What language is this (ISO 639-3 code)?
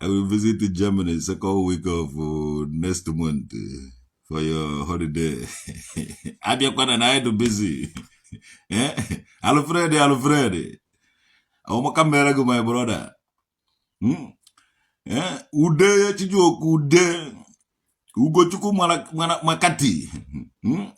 ibo